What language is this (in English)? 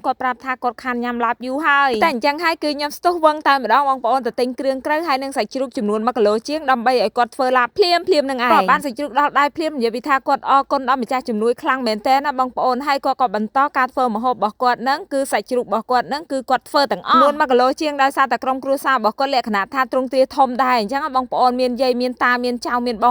Khmer